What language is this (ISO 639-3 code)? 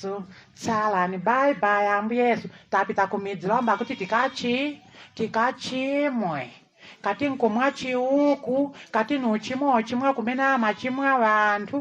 nya